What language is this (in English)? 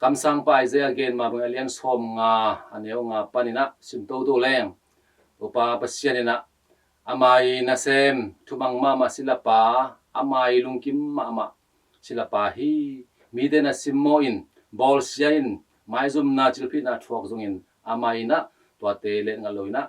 Tedim Chin